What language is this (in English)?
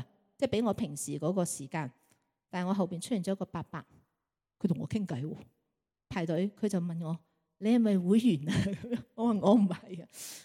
Cantonese